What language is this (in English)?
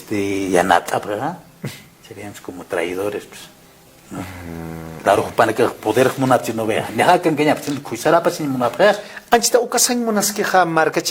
Aymara